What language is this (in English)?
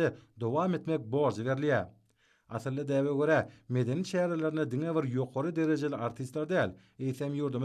Turkmen